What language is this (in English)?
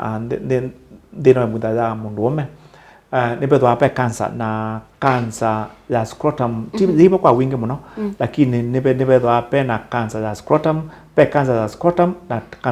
Kamba